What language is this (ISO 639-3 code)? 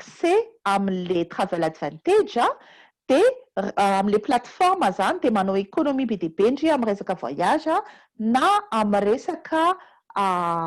mlg